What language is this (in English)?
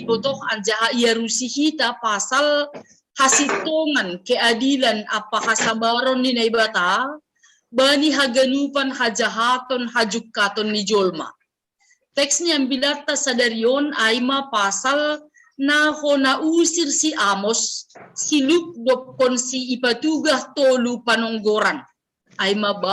Batak Simalungun